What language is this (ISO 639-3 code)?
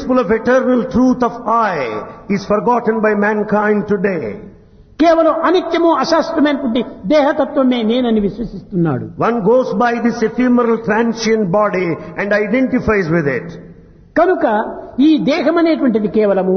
tel